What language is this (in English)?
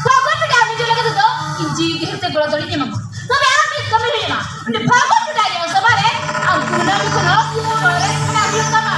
Santali